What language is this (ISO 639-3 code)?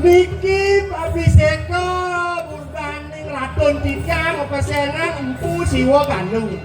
ban